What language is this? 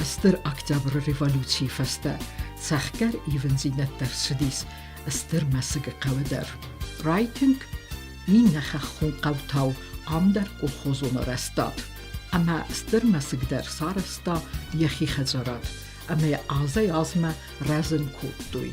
Ossetic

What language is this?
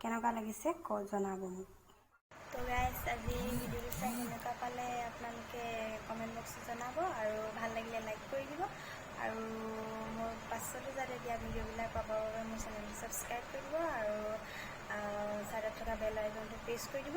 Assamese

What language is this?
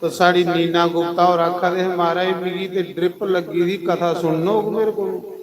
Dogri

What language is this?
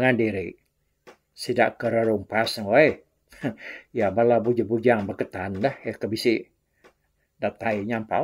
Iban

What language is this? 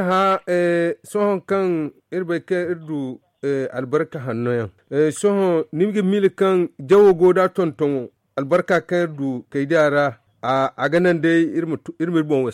Zarma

